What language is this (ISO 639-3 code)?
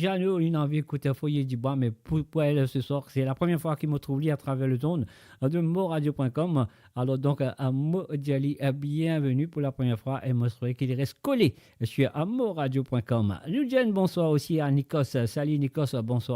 mfe